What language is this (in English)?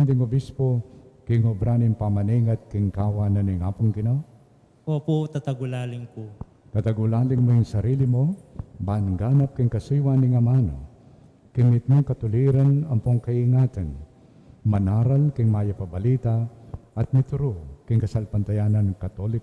Pampanga